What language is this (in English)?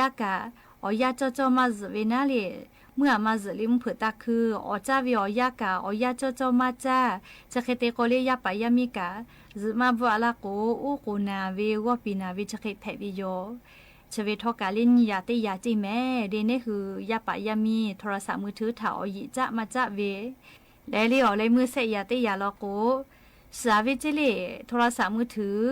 Lahu